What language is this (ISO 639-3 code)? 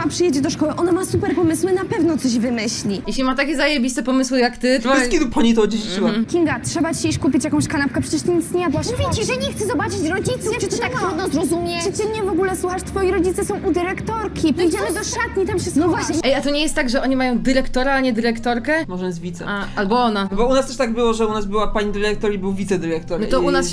pol